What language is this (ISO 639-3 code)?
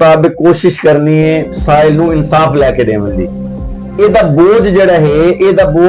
skr